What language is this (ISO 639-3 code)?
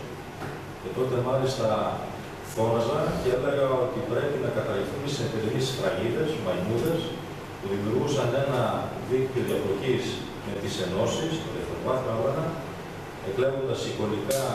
ell